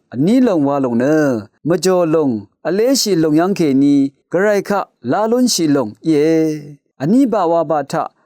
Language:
Rawang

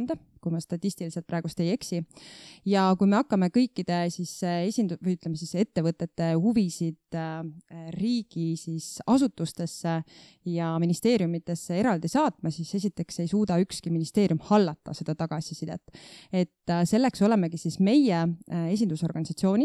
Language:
Estonian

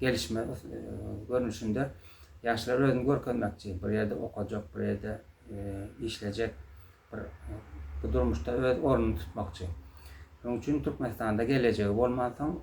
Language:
Turkmen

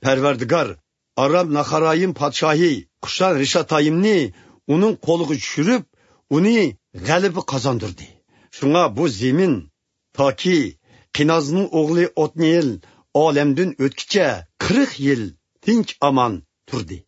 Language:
Uyghur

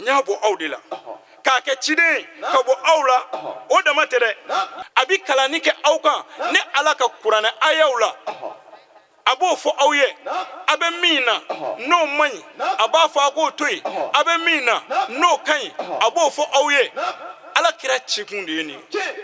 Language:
Bambara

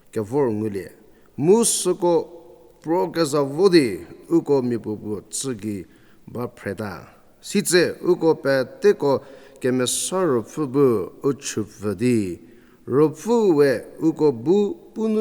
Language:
Angami Naga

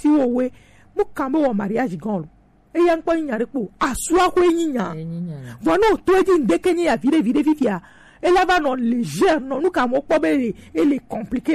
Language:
Gen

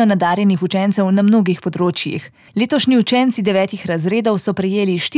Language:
Slovenian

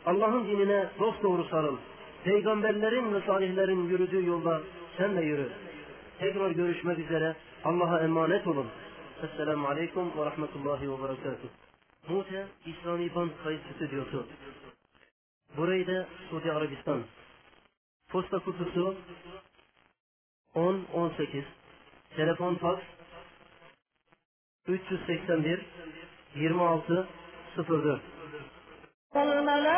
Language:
Turkish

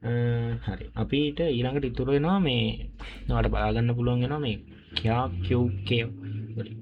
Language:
Sinhala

